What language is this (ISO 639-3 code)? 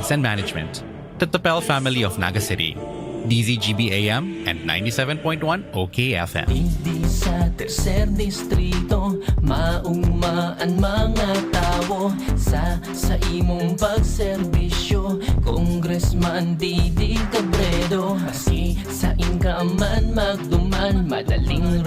bik